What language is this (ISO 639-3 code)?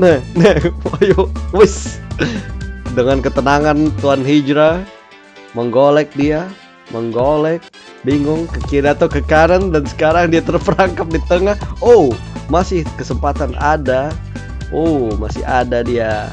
bjn